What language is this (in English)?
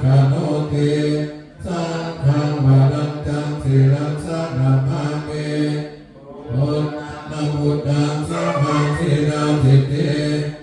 Pali